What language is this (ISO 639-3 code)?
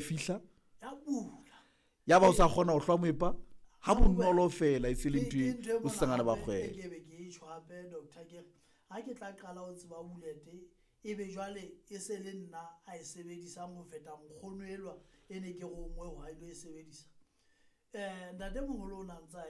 sot